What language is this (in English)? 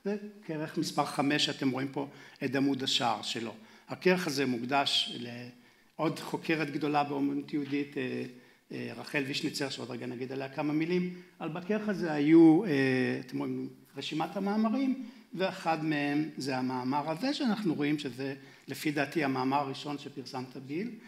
Hebrew